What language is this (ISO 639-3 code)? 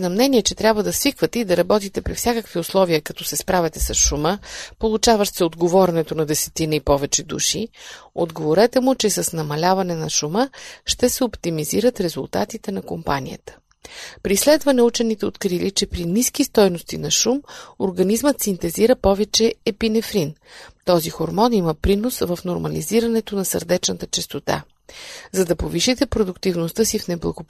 bul